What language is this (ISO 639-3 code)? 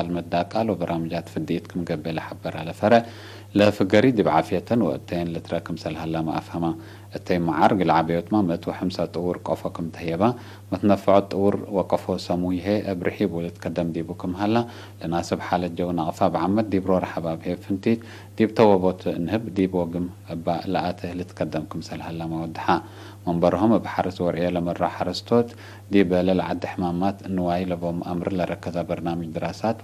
tig